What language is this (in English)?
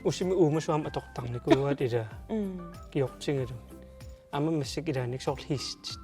Kalaallisut